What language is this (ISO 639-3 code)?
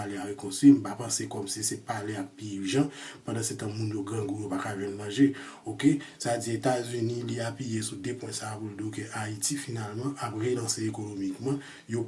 hat